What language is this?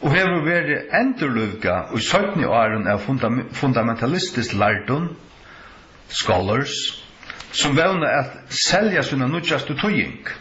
Faroese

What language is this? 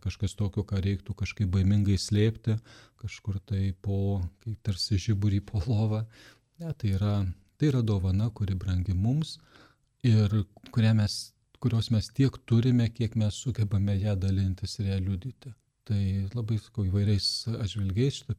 Lithuanian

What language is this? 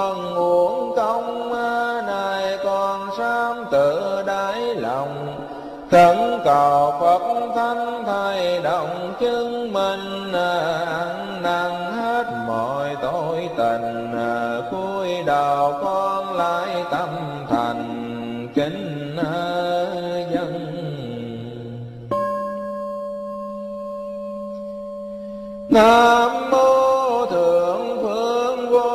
Vietnamese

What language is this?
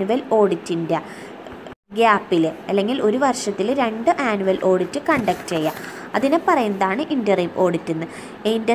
Malayalam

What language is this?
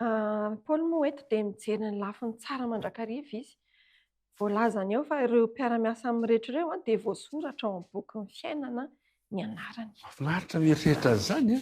Malagasy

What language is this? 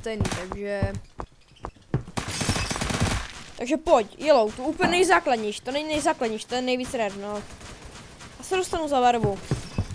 Czech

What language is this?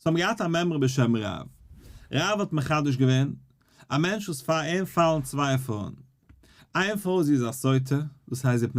Yiddish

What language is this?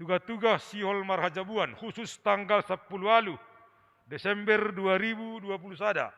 Batak Simalungun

